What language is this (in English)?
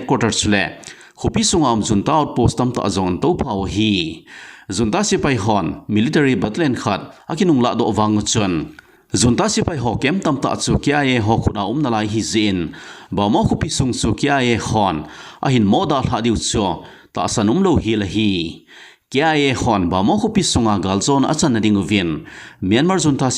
Thado Chin